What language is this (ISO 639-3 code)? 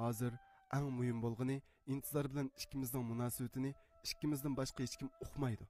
uig